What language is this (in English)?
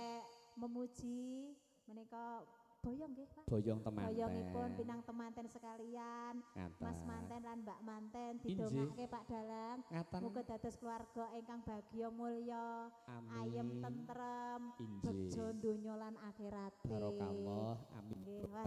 Javanese